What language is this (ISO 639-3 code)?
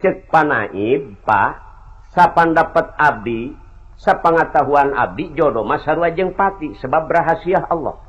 sun